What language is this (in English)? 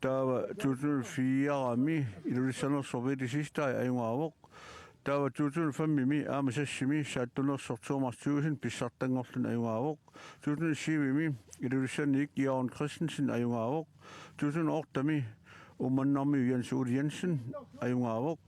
Kalaallisut